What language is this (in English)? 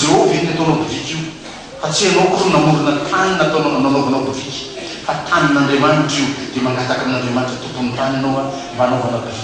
Malagasy